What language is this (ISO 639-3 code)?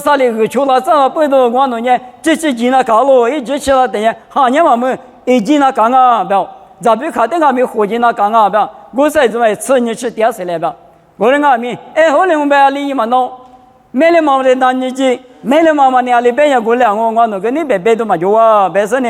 lis